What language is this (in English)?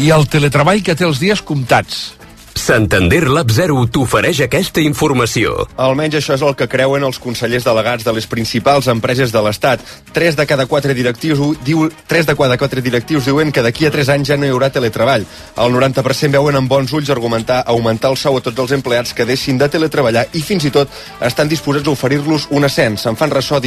Catalan